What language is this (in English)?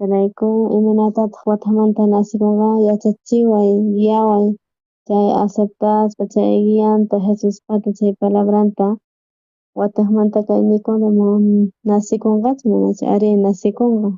South Bolivian Quechua